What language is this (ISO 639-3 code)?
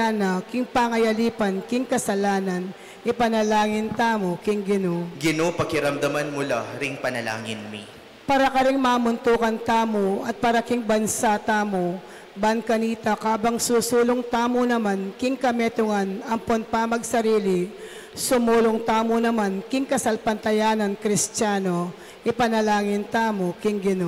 pam